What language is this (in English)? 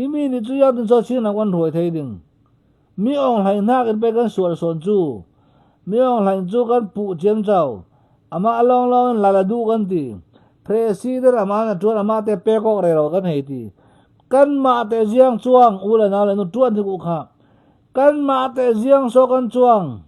Falam Chin